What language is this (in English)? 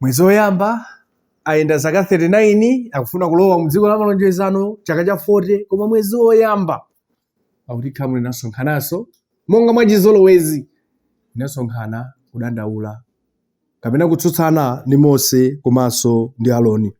Nyanja